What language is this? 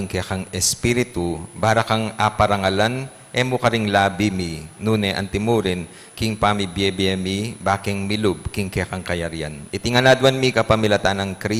Pampanga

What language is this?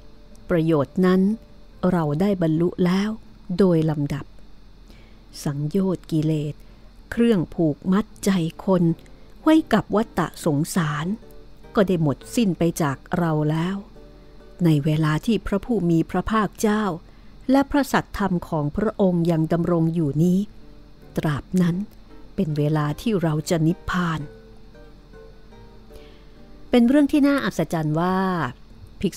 Thai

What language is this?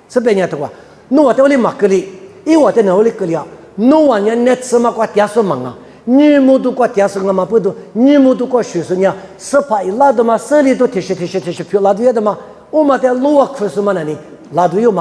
Lisu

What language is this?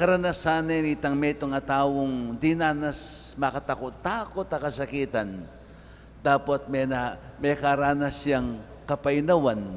Pampanga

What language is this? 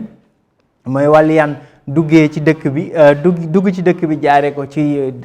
Wolof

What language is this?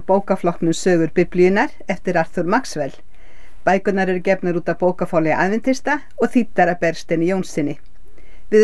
Icelandic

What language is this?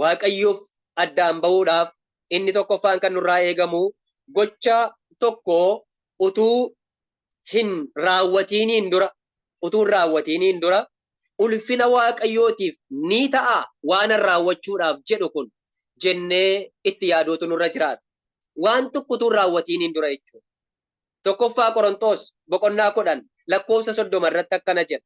Oromo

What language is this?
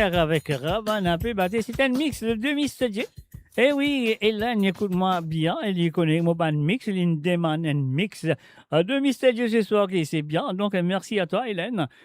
Morisyen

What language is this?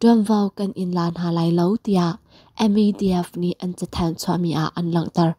Hakha Chin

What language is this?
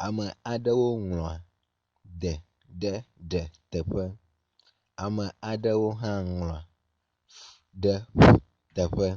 Ewe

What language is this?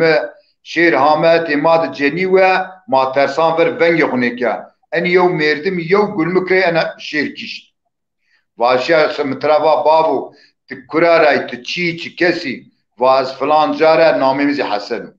Zaza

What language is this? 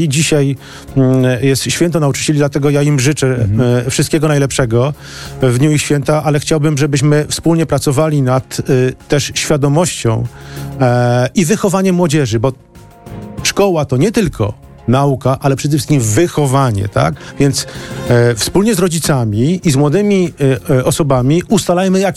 Polish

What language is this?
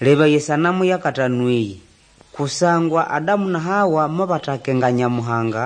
Nande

